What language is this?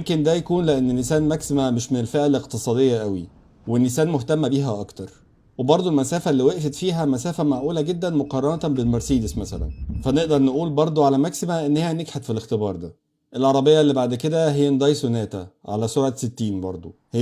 Egyptian Arabic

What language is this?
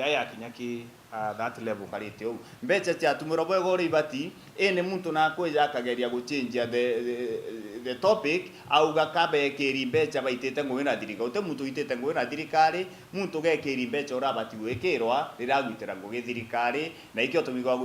Meru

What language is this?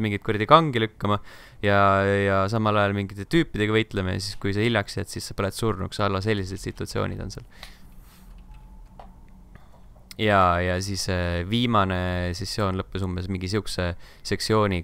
Estonian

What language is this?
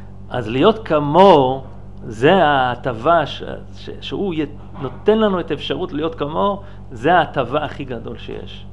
Hebrew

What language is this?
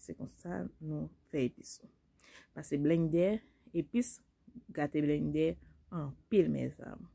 Haitian Creole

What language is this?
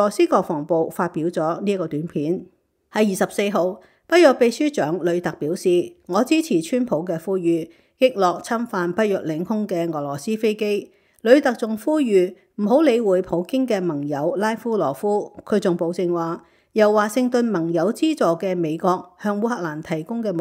Cantonese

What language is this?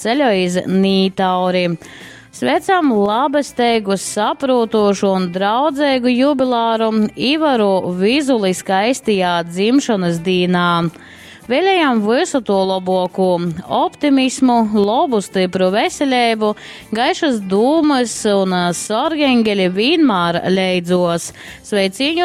Latgalian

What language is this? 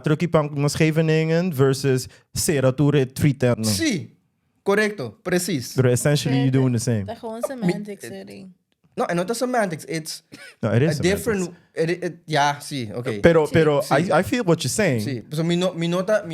Papiamento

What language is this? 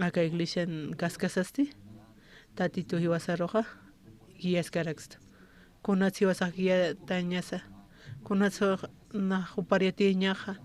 Aymara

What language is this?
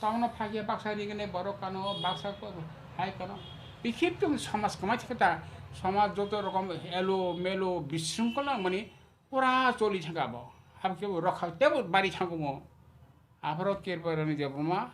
Kok Borok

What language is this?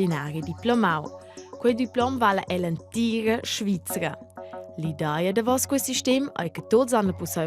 Romansh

